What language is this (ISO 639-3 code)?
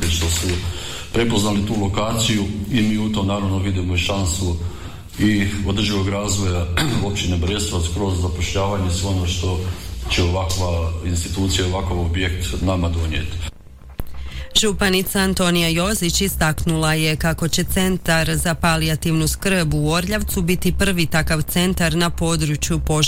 hrv